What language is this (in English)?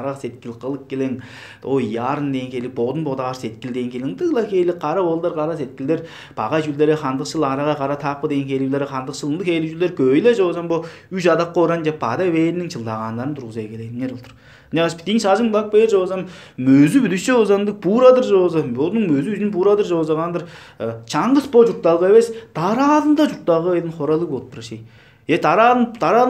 Tuvinian